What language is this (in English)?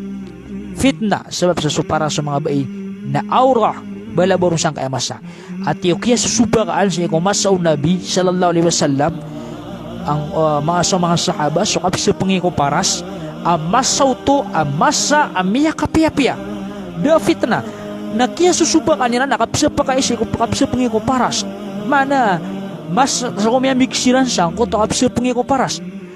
Maranao